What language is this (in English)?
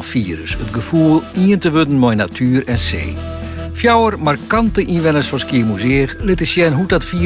Western Frisian